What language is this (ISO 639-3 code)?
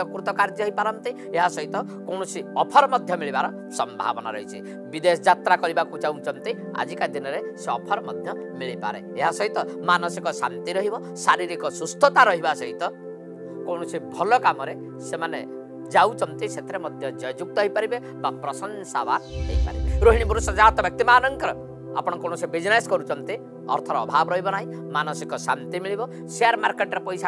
ori